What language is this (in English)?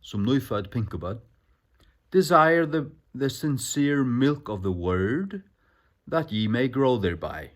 Faroese